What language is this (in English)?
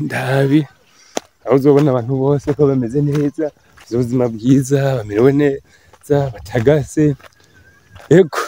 Rundi